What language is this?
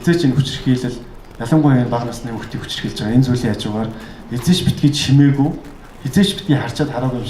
Mongolian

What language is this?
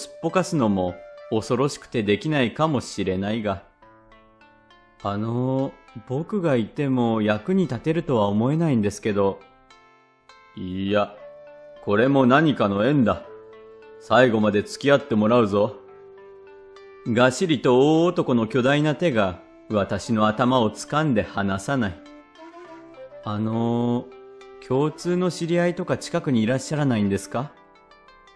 Japanese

